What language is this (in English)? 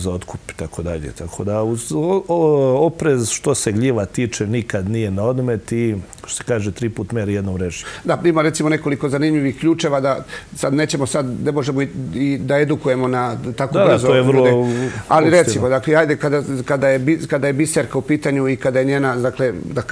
Serbian